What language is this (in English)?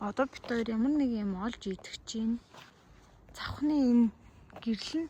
Mongolian